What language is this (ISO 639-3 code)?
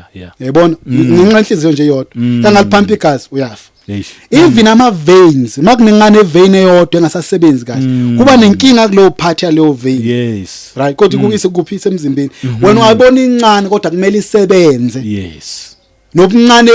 zul